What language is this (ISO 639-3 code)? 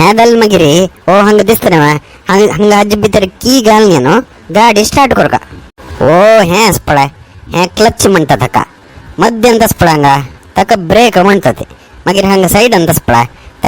kok